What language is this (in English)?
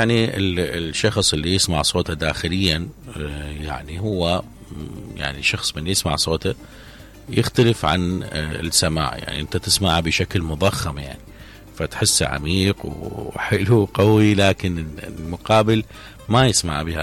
Mesopotamian Arabic